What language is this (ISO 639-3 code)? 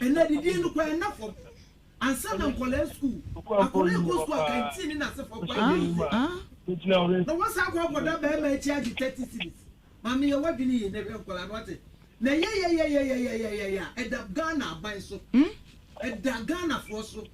aka